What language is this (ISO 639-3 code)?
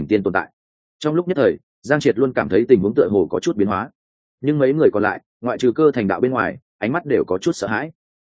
vie